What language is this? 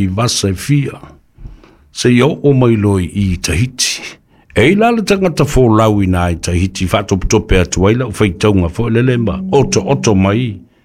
Samoan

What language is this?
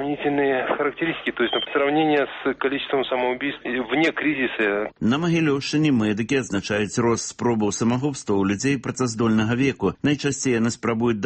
Belarusian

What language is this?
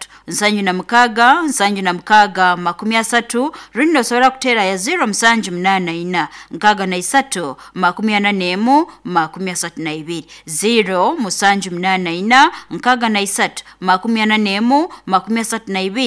Nyoro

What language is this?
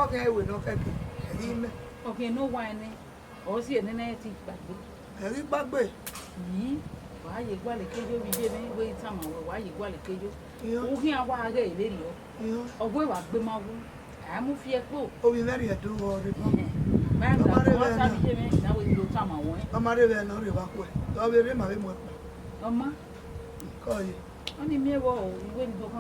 Bini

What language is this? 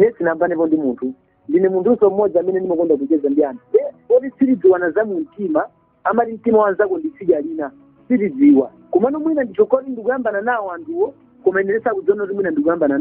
Nyanja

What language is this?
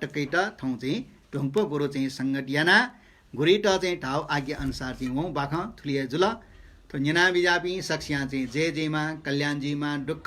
Newari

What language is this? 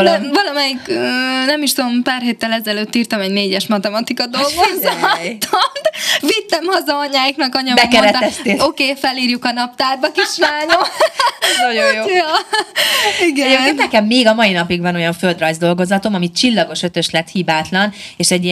Hungarian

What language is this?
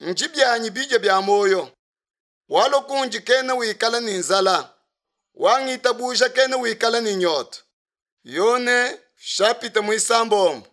Luba-Lulua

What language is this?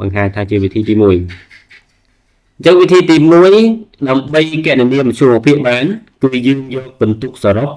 Khmer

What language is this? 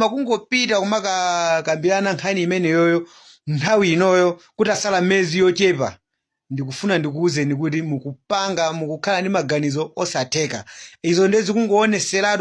Nyanja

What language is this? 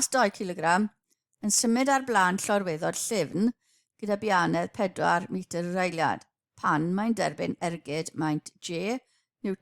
Welsh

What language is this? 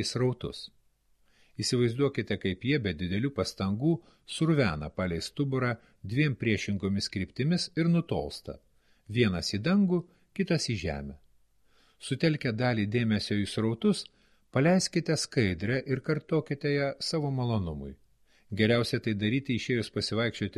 Lithuanian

